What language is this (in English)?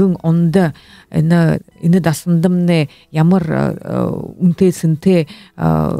Buriat